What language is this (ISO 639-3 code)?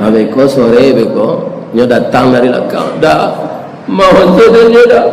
min